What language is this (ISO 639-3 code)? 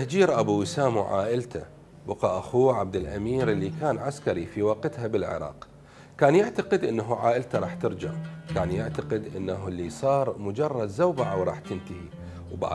acm